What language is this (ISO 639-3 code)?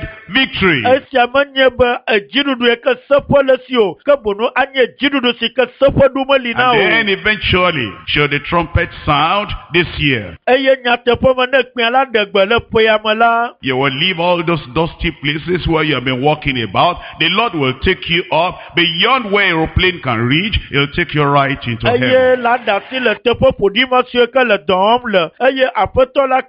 ewe